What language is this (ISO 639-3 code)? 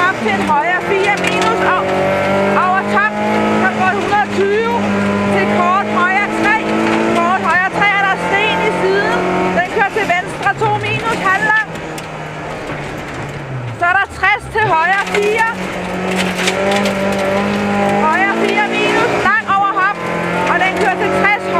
dan